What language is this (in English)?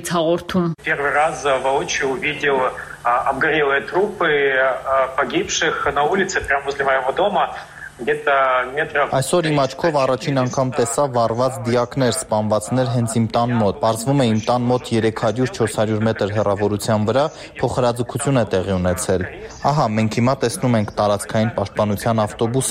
Armenian